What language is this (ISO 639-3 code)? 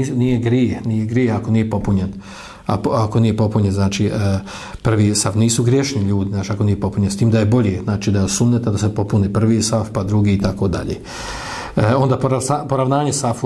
bos